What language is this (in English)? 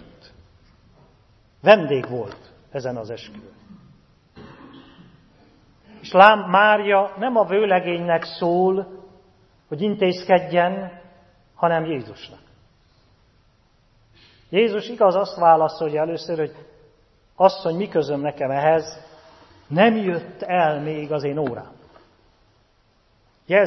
Hungarian